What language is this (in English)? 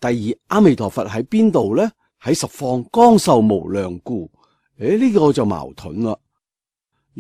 Cantonese